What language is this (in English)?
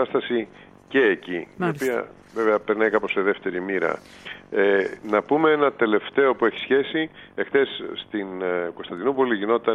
Greek